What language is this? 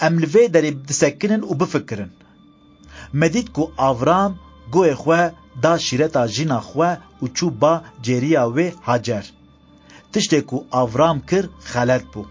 Kurdish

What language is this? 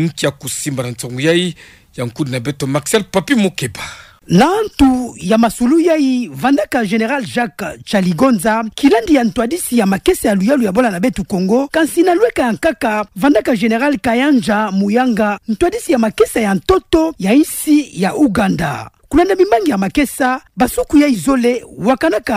Kituba (Democratic Republic of Congo)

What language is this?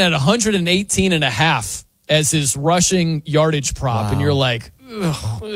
English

